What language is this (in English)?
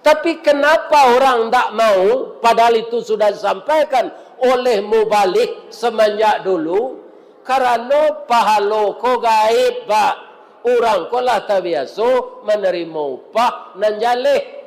Minangkabau